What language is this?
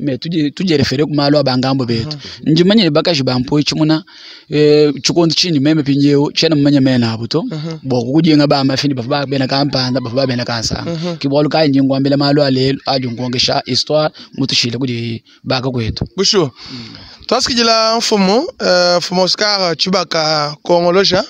Luba-Lulua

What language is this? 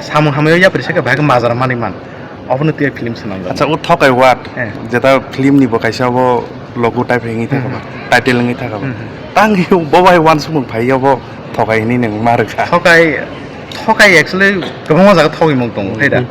Kok Borok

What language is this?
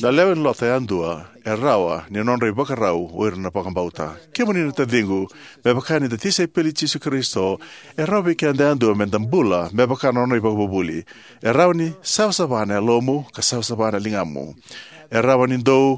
Fijian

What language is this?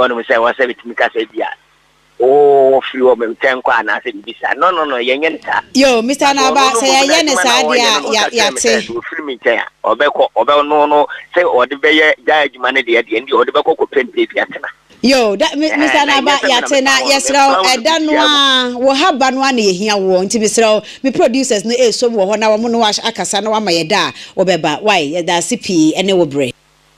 Akan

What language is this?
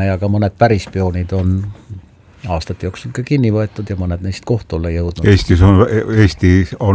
Estonian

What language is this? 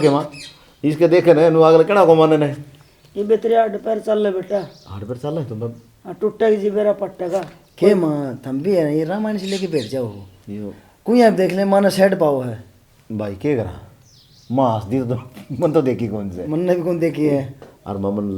Haryanvi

